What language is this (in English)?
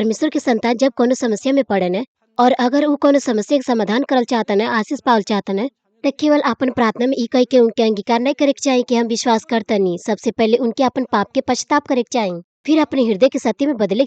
Bhojpuri